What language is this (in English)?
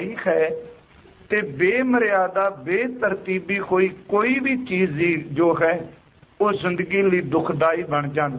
Punjabi